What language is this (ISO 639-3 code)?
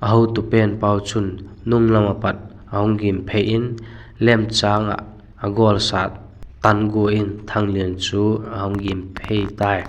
vap